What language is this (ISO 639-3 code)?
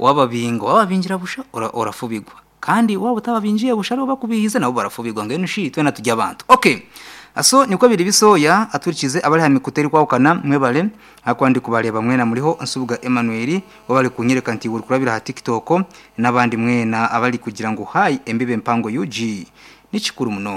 nyn